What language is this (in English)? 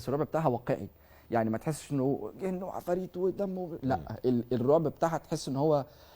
Egyptian Arabic